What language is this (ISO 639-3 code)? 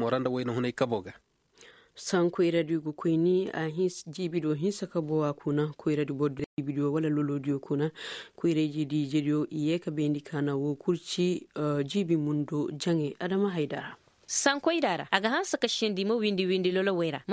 ses